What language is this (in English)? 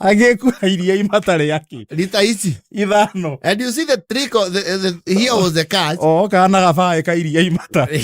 Kikuyu